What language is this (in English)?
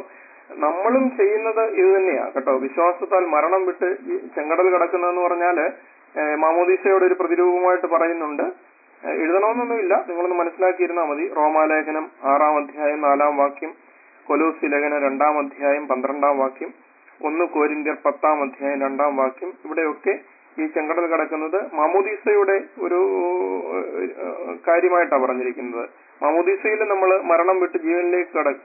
Malayalam